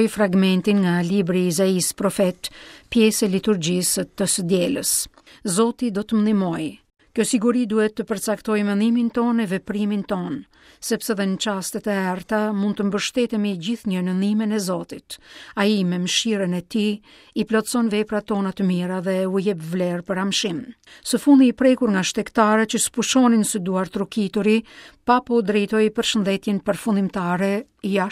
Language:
Albanian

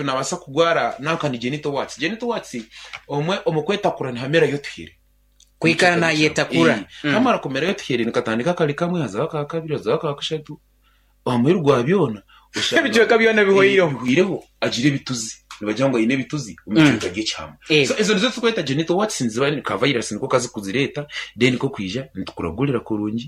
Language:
Nyankole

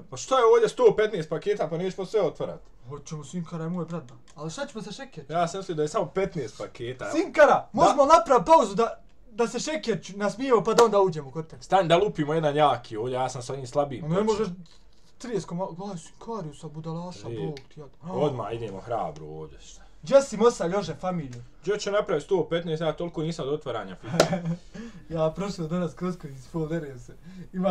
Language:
Bosnian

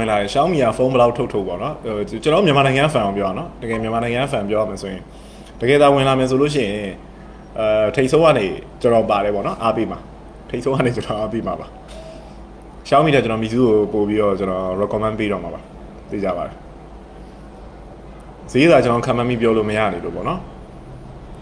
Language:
Burmese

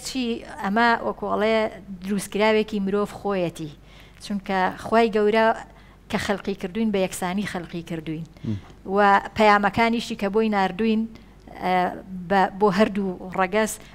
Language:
Central Kurdish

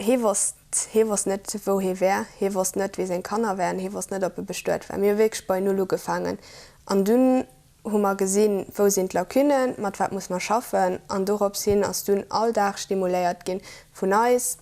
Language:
Luxembourgish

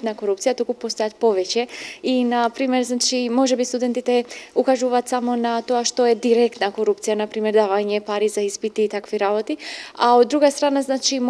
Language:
Macedonian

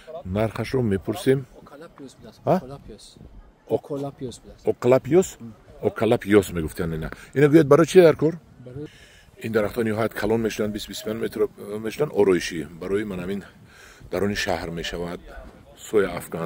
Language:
Tajik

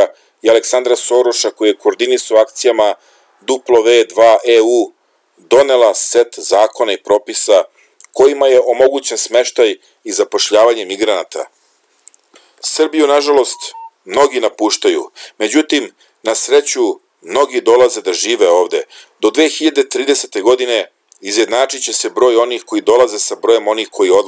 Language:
Serbian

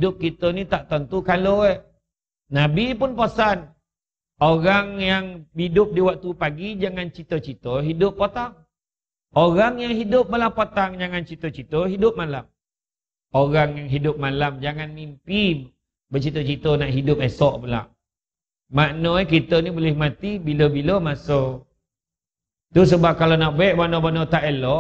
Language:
Malay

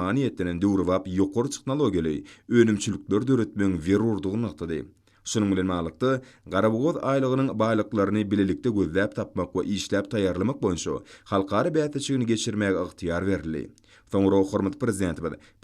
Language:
Turkmen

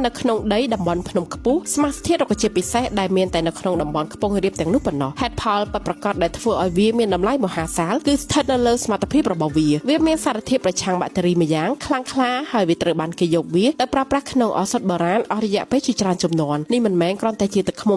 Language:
Khmer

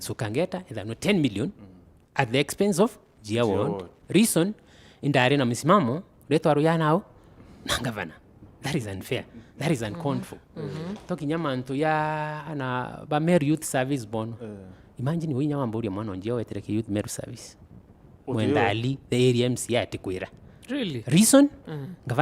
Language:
Meru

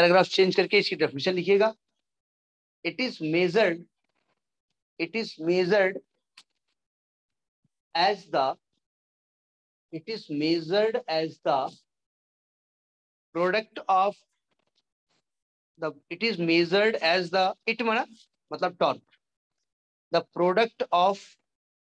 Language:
Hindi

